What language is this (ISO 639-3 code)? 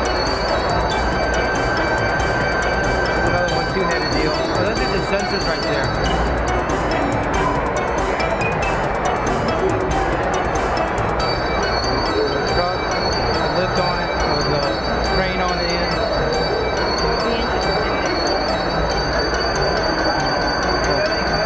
eng